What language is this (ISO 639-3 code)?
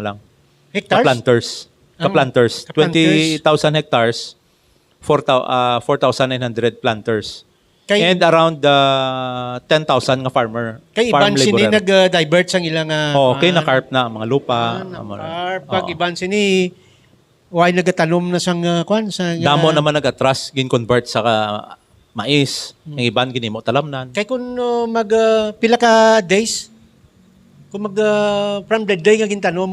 hil